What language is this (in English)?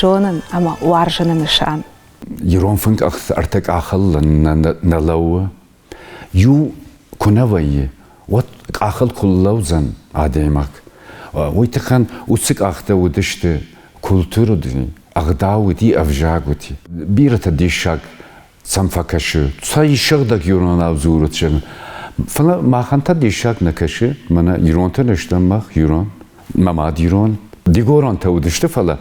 Ossetic